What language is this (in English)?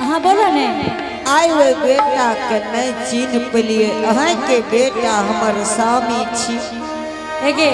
Angika